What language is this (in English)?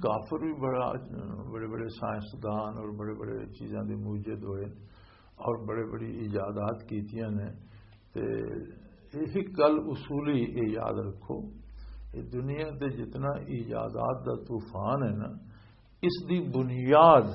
Western Panjabi